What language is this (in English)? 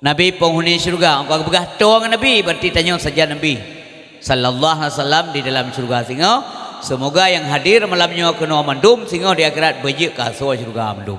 Achinese